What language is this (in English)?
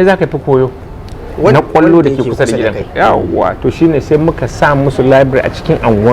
Hausa